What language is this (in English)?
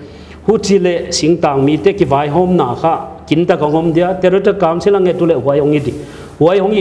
Paite Chin